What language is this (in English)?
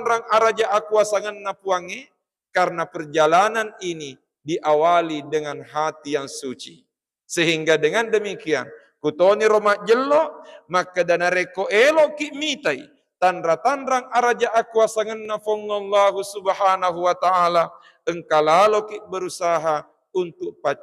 Buginese